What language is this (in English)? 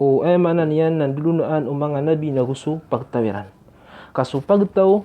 Maranao